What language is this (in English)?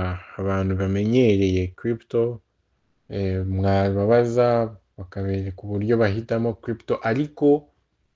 Kinyarwanda